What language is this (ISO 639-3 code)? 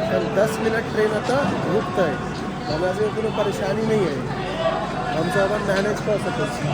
mai